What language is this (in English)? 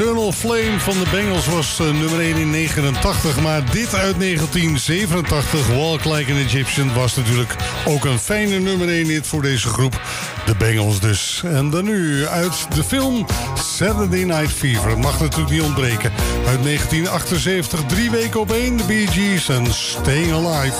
Dutch